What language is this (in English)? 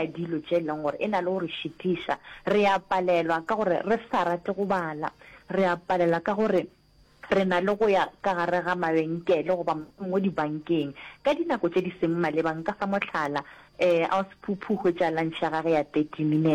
Northern Sotho